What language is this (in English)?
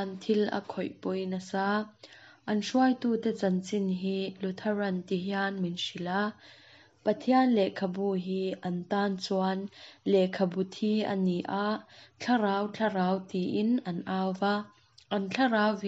Mizo